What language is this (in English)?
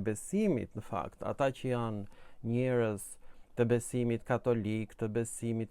Albanian